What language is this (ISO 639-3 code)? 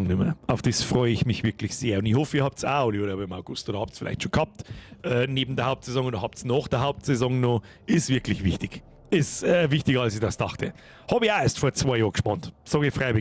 bar